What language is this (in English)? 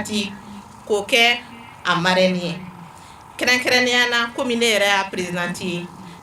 Bambara